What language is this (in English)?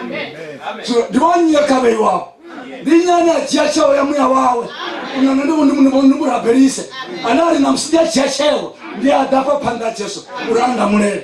Venda